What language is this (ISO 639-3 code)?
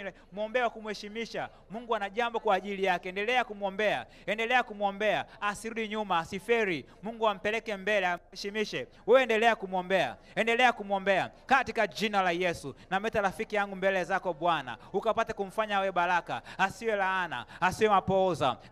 swa